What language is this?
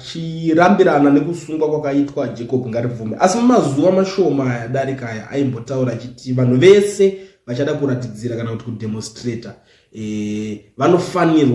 Shona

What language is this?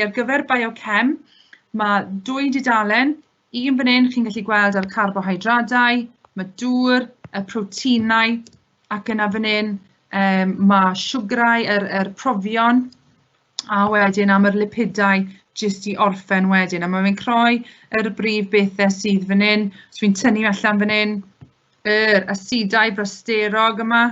Welsh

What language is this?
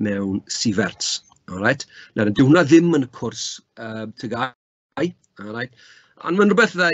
Welsh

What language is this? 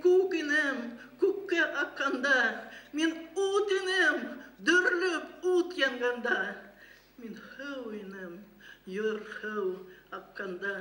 Bashkir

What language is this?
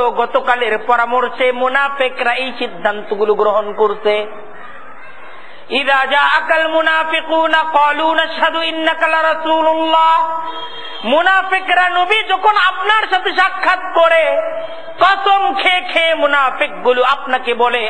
Bangla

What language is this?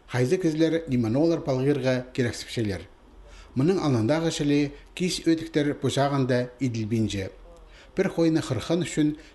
Khakas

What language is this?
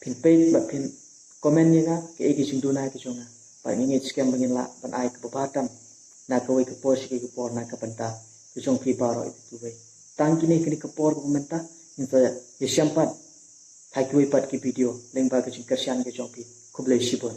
Khasi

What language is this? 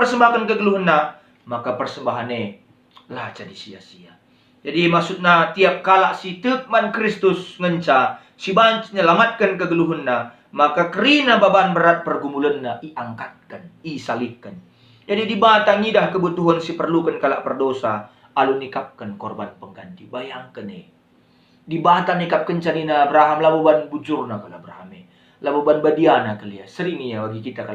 Batak Karo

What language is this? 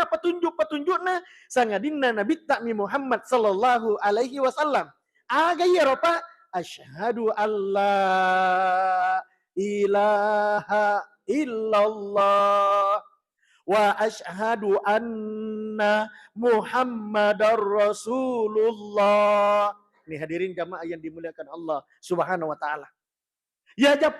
Buginese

